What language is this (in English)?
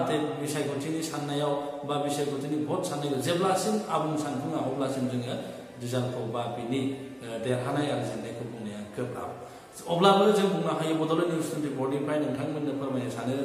Bodo